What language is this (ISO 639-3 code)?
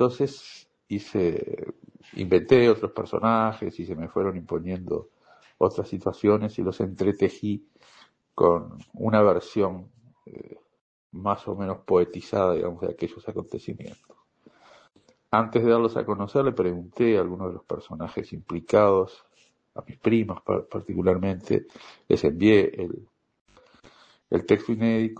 spa